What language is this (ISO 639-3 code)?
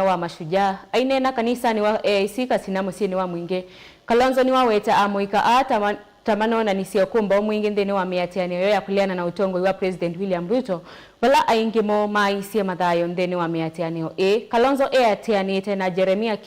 kam